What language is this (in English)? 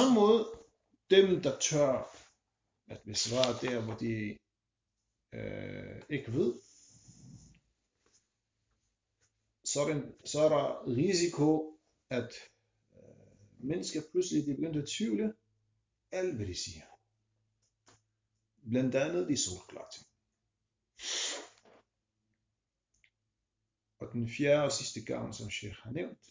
Danish